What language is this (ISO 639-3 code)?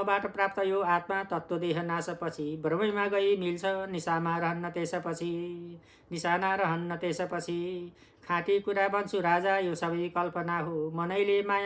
nep